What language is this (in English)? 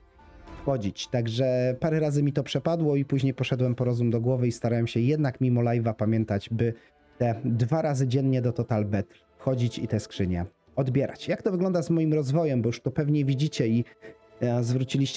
Polish